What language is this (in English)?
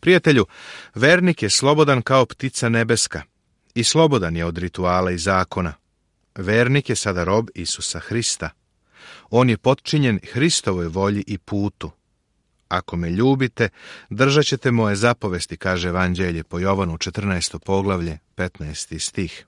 Serbian